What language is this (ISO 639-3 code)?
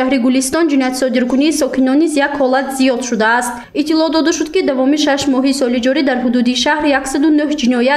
tgk